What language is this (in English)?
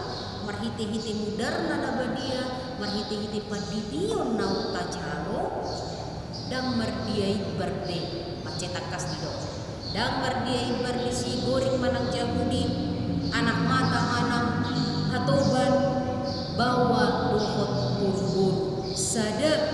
Batak Toba